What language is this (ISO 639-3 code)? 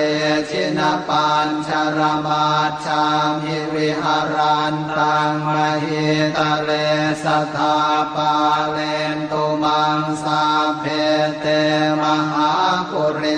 pli